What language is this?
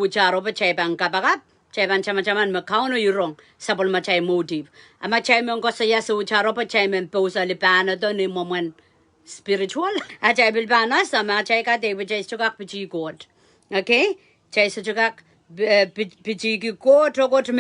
Pohnpeian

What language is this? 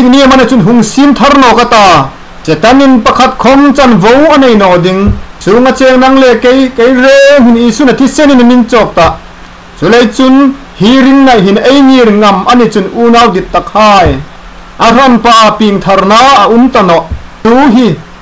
Hmar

